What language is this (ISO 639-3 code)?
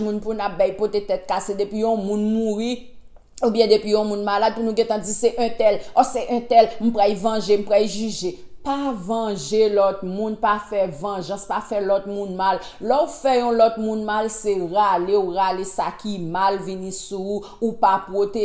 hat